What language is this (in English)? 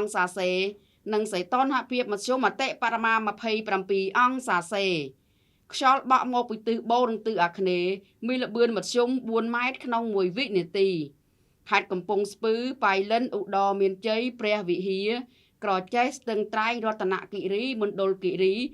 Khmer